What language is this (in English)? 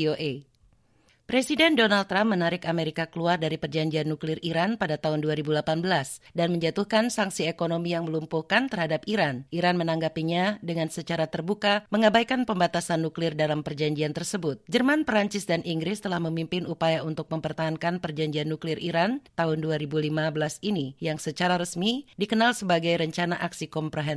Indonesian